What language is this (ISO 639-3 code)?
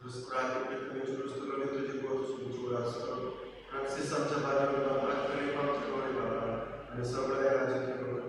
kok